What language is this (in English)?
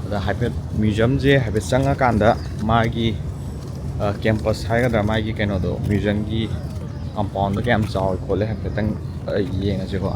Manipuri